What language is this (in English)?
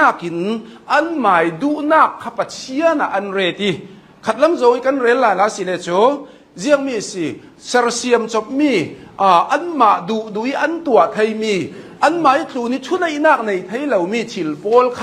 Hakha Chin